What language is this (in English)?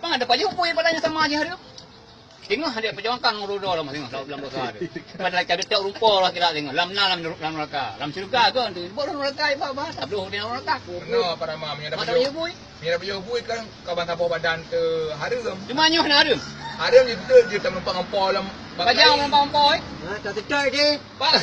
Achinese